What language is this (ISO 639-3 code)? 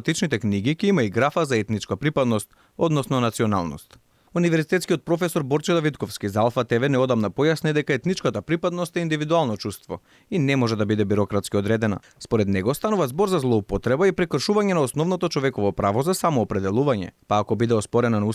mkd